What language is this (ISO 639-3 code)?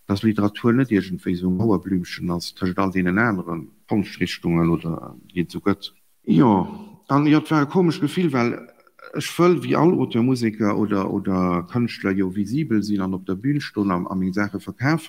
ltz